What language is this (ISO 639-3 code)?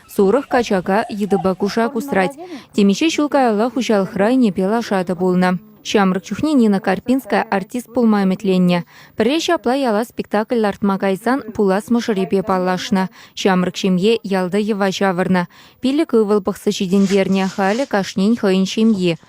chv